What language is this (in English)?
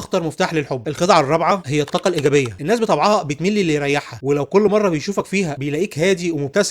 Egyptian Arabic